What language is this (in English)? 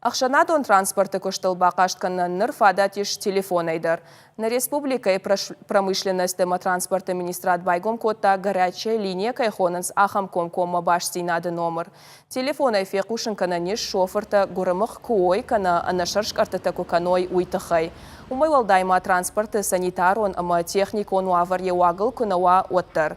Ossetic